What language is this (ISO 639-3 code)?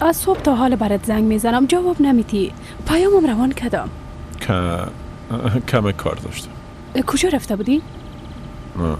fas